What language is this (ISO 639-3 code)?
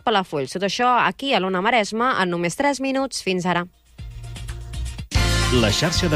cat